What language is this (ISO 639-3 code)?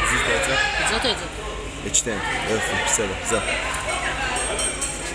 heb